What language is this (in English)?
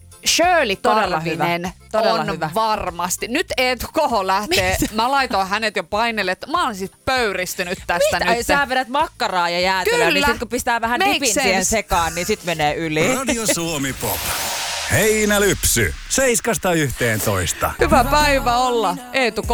Finnish